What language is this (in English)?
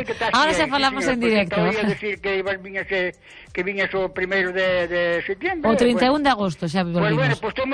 Galician